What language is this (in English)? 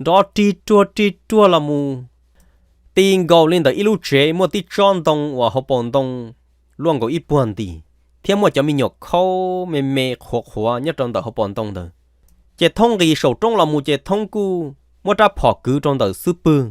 Hmong